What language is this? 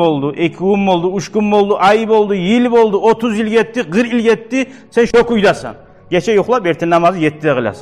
Kumyk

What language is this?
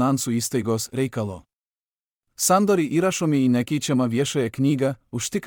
Lithuanian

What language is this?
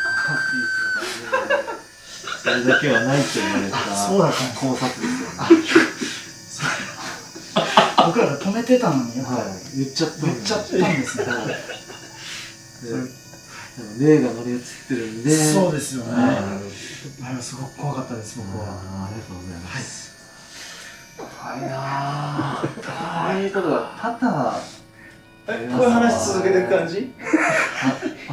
Japanese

